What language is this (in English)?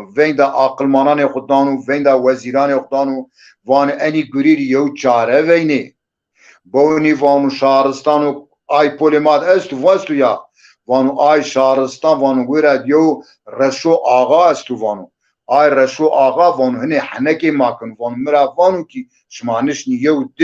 Zaza